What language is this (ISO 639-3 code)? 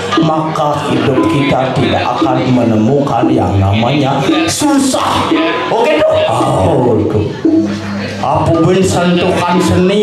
ban